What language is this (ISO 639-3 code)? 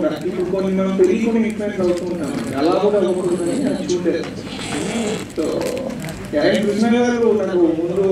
tel